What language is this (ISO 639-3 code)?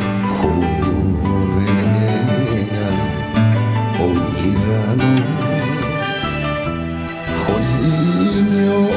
jpn